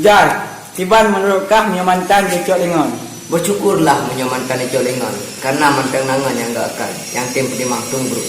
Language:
Achinese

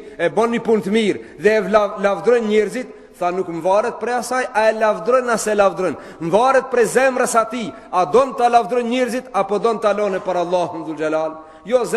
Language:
Albanian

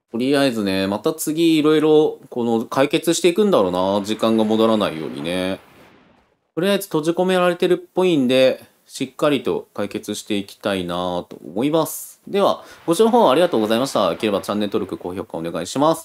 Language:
Japanese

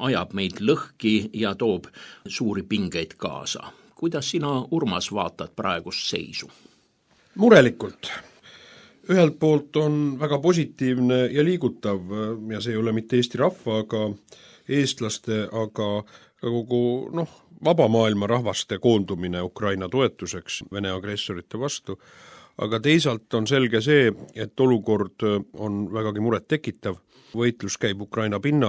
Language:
Estonian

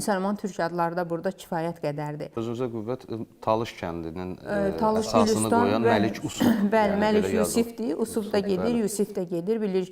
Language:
Azerbaijani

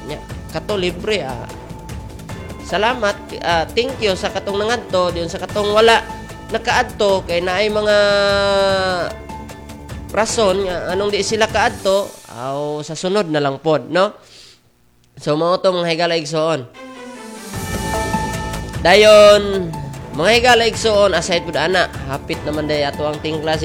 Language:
Cebuano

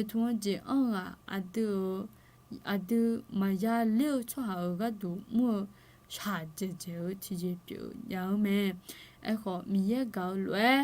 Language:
Akha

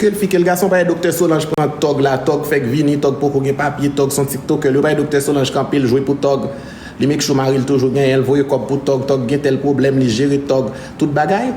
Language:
Haitian Creole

